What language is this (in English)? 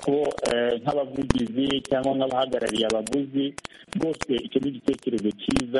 Kinyarwanda